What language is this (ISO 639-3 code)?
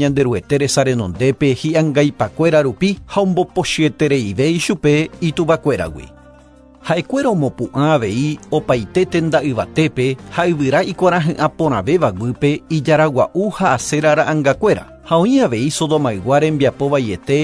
grn